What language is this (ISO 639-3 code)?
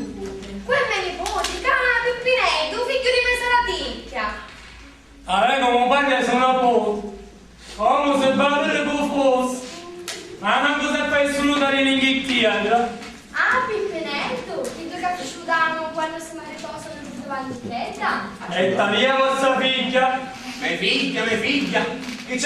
scn